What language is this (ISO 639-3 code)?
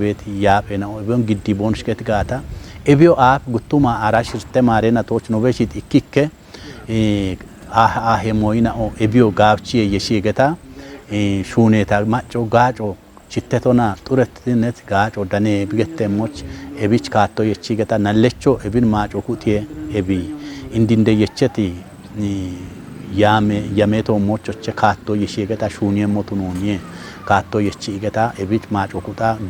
kbr